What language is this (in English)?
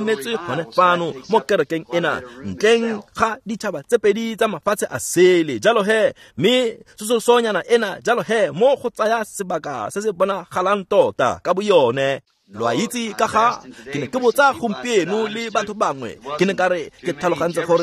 Tswana